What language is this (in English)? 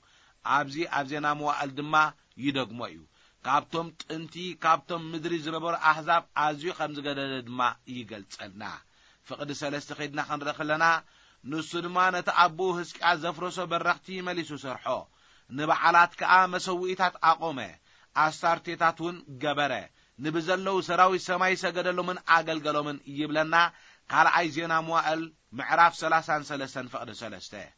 Tigrinya